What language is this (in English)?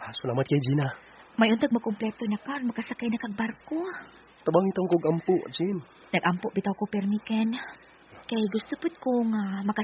Cebuano